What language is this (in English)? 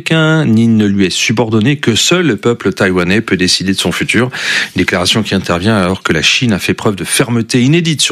French